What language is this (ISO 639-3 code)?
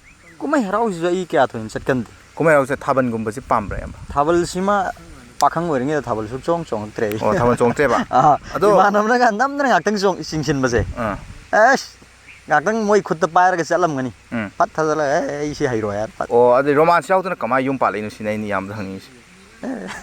mni